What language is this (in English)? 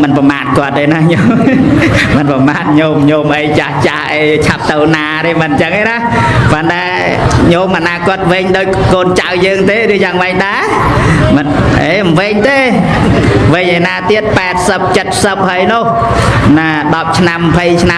Khmer